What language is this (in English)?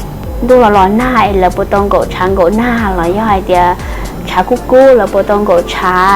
Hmong